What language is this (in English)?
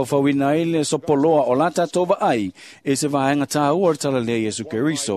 Samoan